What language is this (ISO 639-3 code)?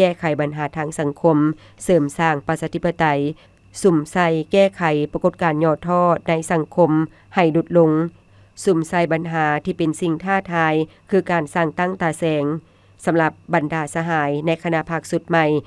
lao